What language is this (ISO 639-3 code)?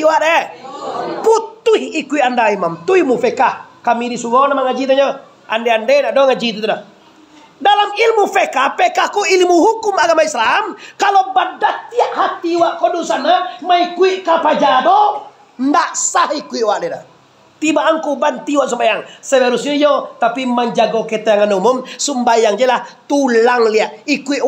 min